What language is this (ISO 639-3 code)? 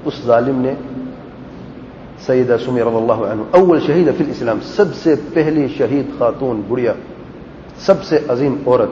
urd